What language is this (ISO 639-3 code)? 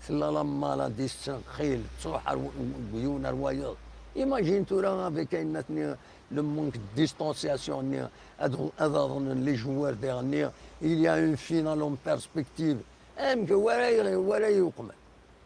kab